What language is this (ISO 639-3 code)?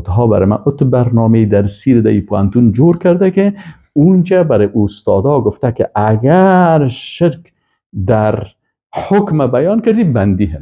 fas